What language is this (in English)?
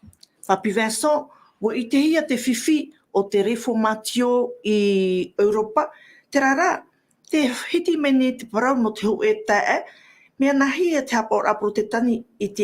Tahitian